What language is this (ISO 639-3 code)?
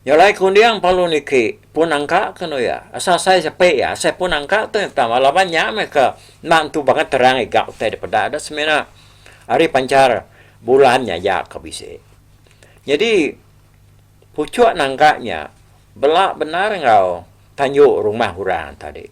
iba